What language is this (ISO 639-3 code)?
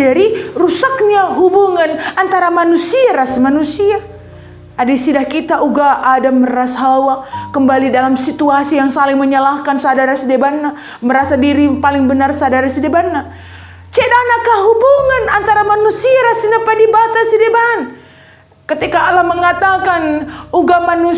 btx